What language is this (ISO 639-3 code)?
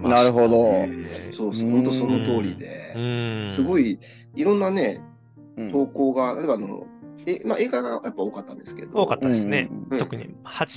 jpn